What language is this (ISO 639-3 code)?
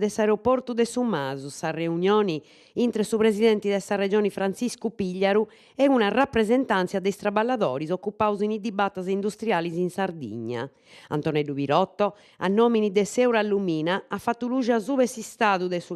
srd